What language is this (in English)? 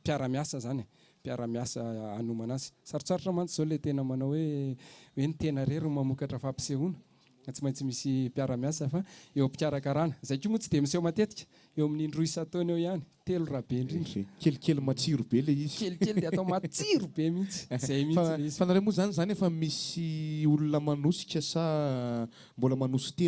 Malagasy